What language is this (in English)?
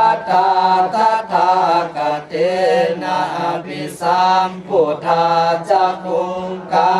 Pali